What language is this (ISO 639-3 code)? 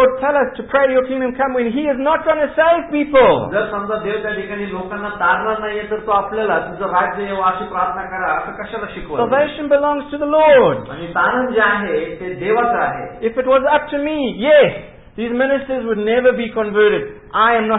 mar